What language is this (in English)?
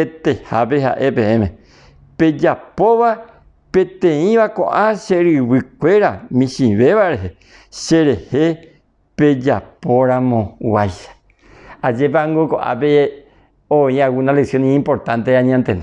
Guarani